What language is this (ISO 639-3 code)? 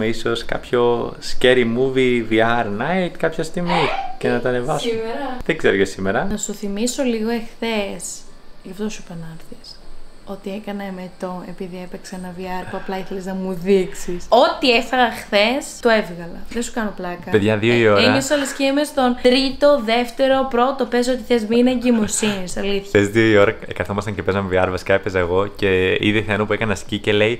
ell